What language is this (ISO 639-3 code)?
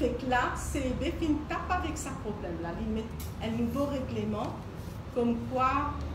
mfe